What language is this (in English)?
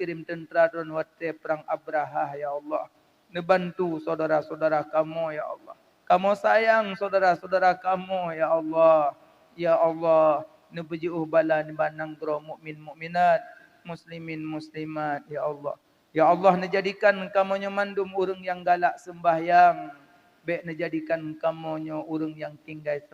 Achinese